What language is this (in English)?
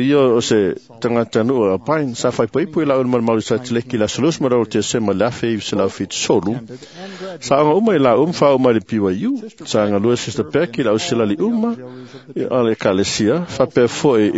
Samoan